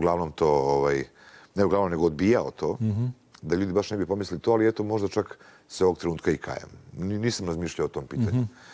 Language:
Serbian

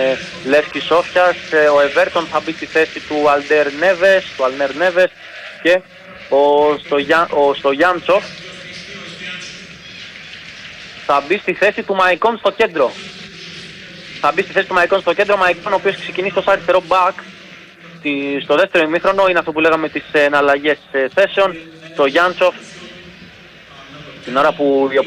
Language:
Greek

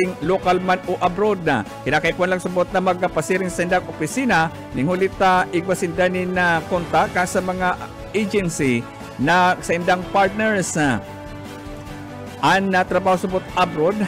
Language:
Bikol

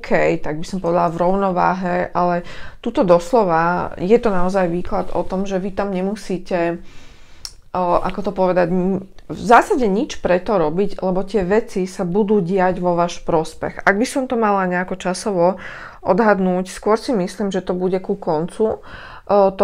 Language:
Slovak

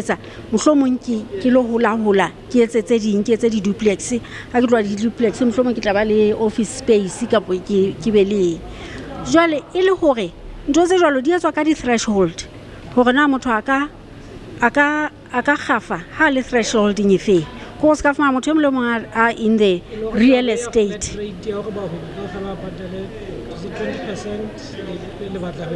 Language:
Southern Sotho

